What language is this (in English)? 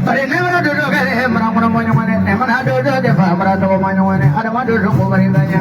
Bambara